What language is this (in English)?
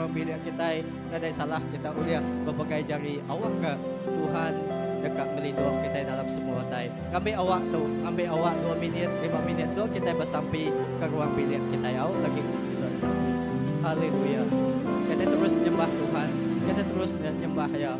Iban